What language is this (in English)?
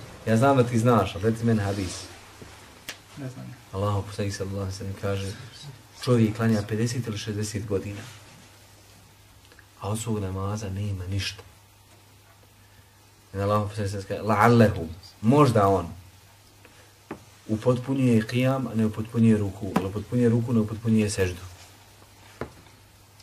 Bosnian